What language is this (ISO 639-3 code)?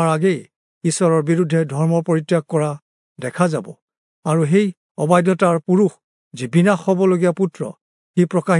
asm